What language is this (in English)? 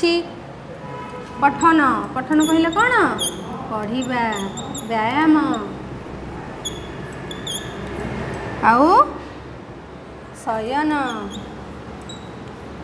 Odia